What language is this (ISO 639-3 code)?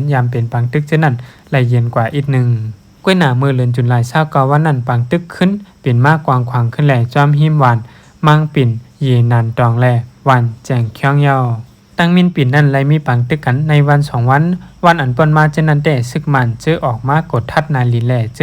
shn